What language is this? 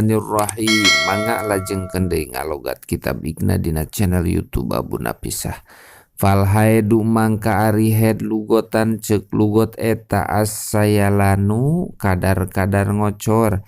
Sundanese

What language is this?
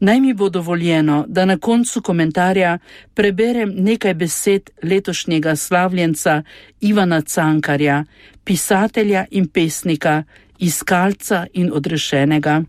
Slovenian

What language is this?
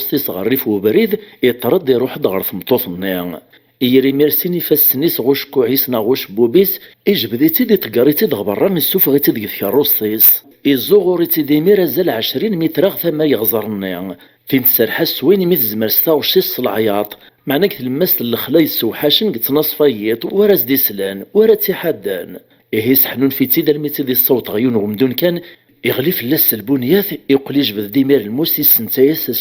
Kabyle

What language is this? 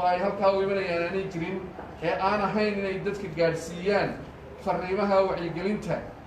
Somali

